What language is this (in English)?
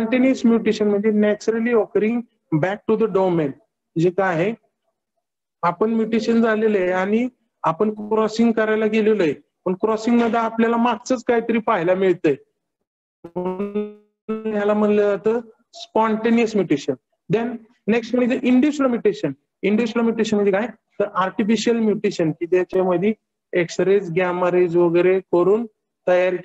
Marathi